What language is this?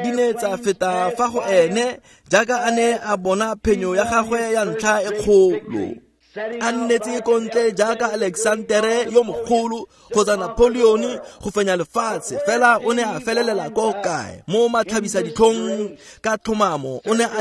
Tswana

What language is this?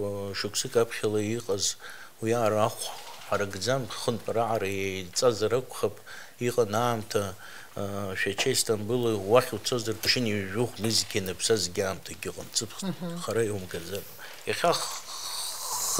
Abkhazian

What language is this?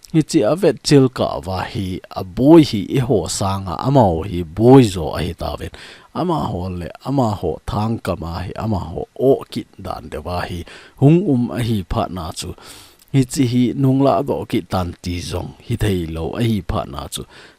Thado Chin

